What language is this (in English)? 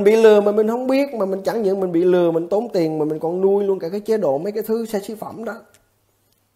Vietnamese